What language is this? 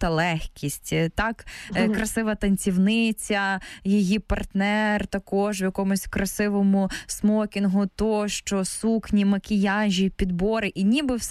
Ukrainian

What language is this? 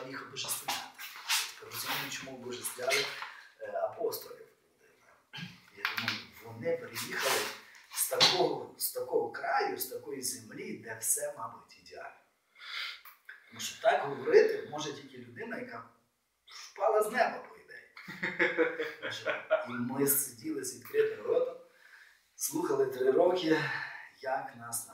Ukrainian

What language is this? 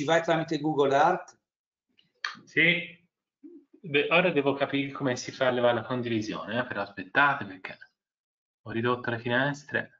Italian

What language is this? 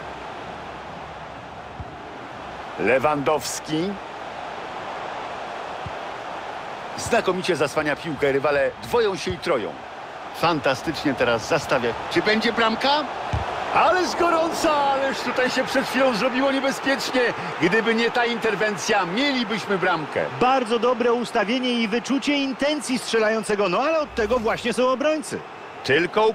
Polish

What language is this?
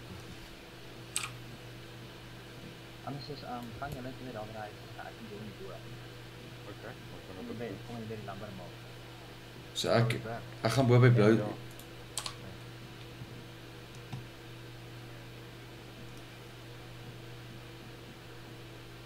Afrikaans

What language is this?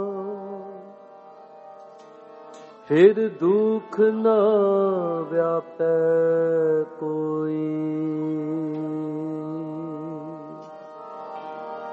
Punjabi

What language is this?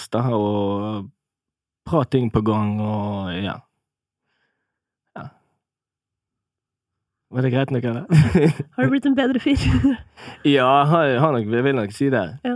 Norwegian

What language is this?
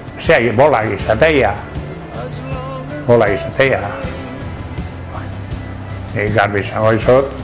Basque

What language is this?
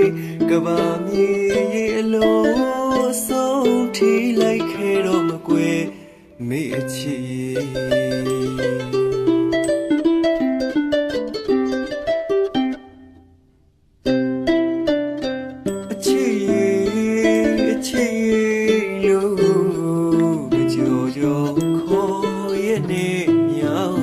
Burmese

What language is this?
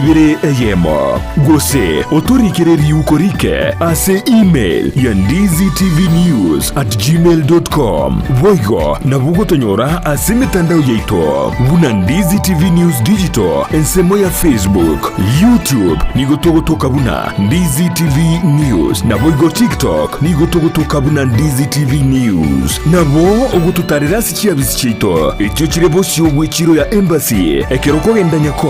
Gusii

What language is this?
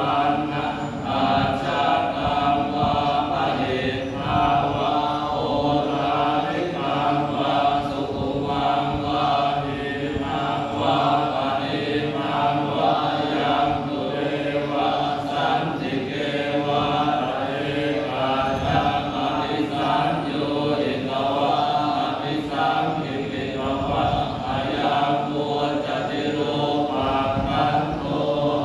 Pali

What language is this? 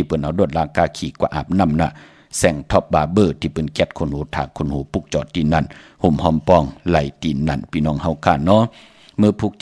Shan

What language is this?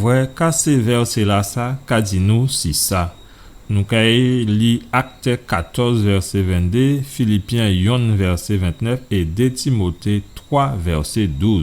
Guadeloupean Creole French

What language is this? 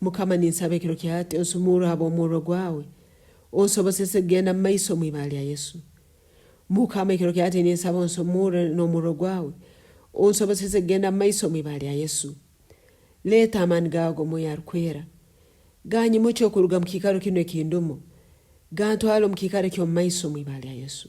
Nyoro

